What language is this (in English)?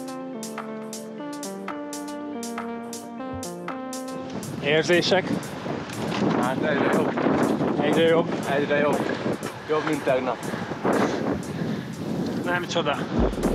Hungarian